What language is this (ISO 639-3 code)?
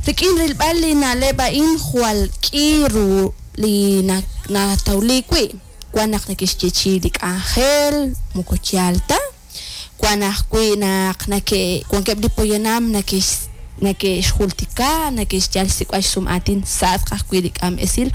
kek